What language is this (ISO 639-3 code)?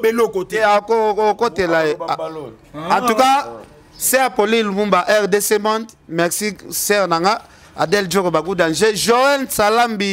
lin